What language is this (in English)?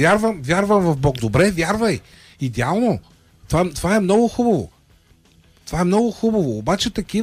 Bulgarian